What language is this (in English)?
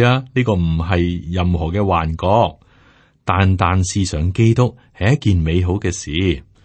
Cantonese